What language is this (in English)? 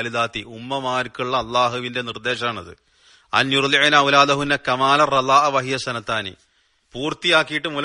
Malayalam